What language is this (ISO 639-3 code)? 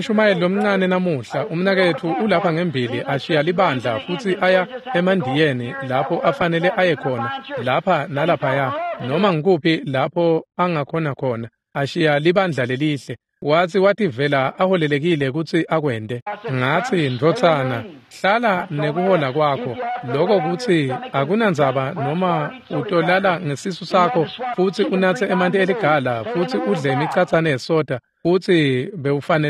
ssw